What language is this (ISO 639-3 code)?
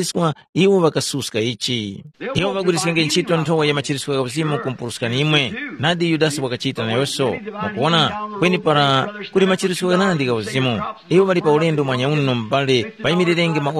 tum